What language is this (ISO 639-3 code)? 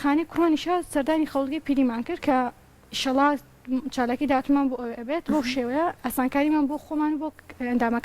ckb